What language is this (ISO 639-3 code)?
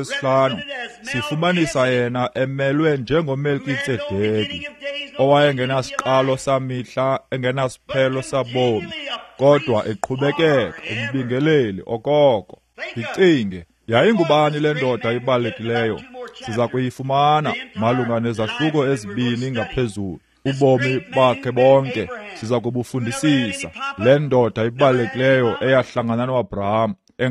xho